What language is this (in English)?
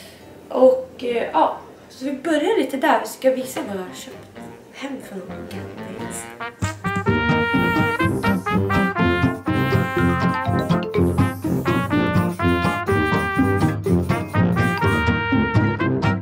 Swedish